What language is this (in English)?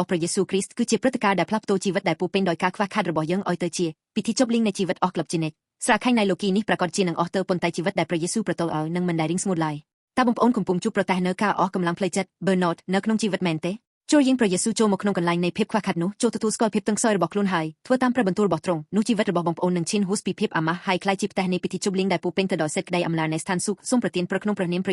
Khmer